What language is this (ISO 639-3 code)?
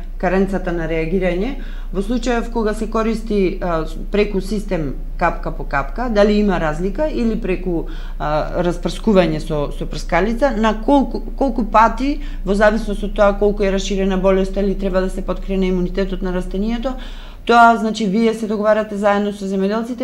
mkd